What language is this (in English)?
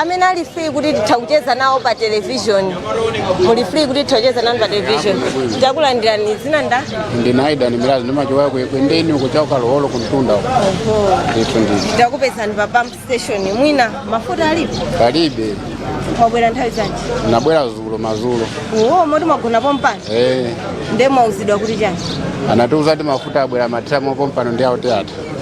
Nyanja